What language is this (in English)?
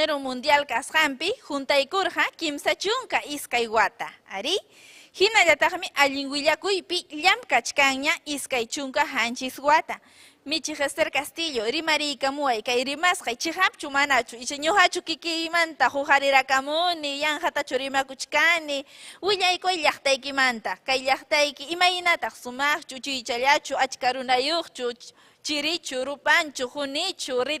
Ayacucho Quechua